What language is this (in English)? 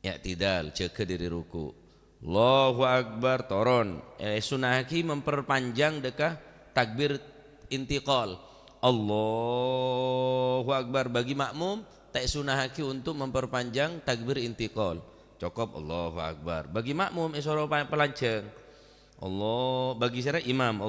Madurese